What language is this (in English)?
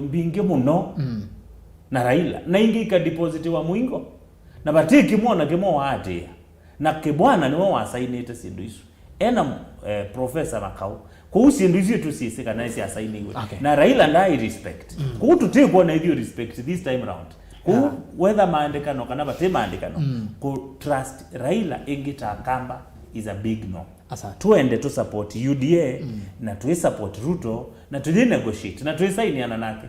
Kamba